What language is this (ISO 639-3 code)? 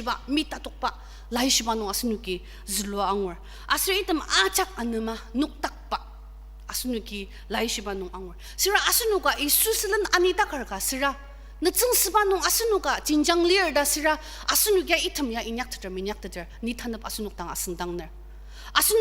njo